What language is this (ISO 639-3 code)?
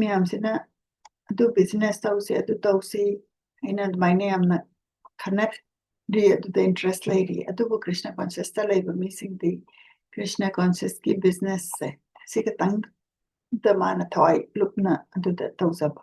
mni